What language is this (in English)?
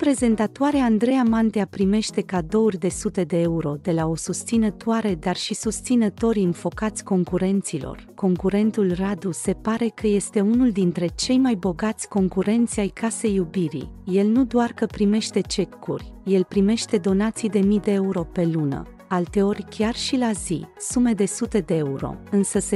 Romanian